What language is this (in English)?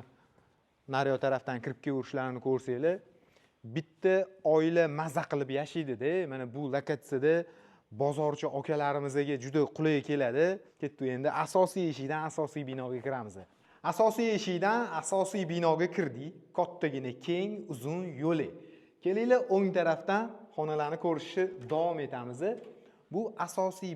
Uzbek